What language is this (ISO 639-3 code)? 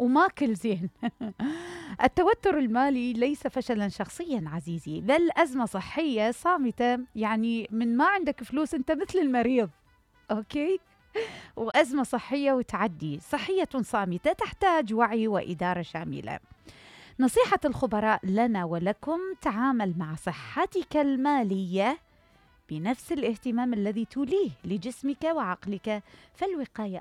acm